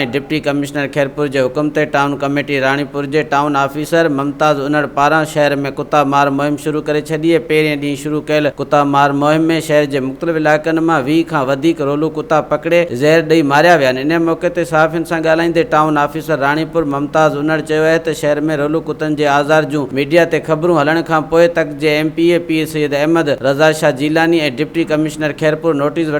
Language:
Sindhi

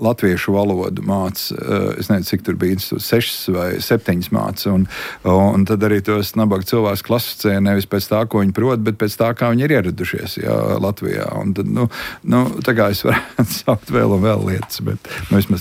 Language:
Latvian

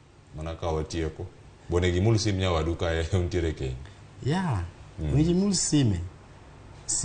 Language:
Luo (Kenya and Tanzania)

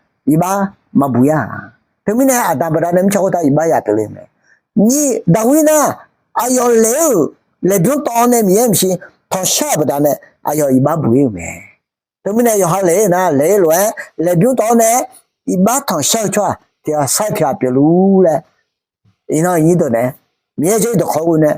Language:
Akha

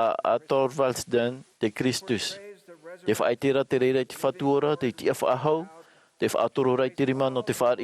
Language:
Tahitian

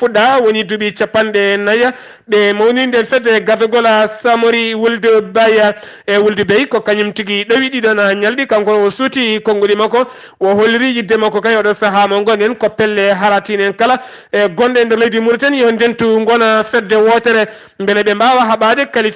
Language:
Fula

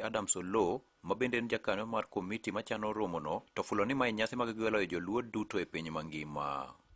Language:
Luo (Kenya and Tanzania)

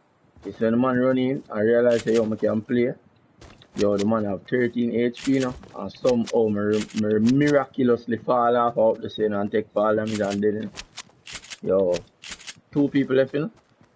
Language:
Jamaican Creole English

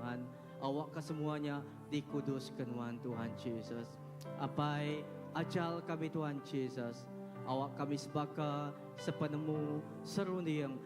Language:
Iban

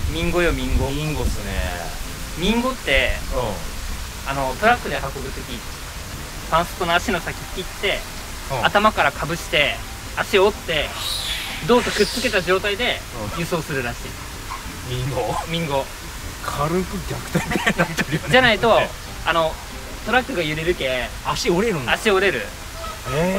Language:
Japanese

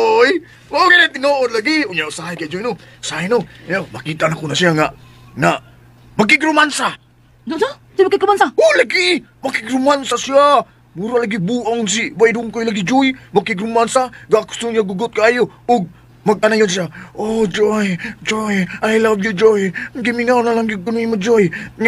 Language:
Cebuano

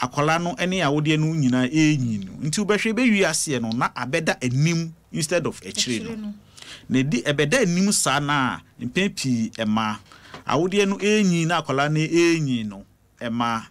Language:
Akan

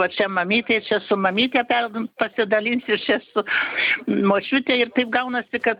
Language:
Lithuanian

